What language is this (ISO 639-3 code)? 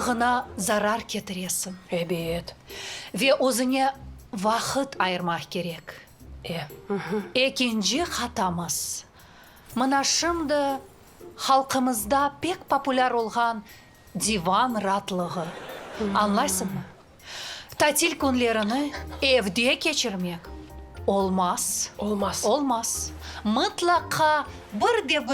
crh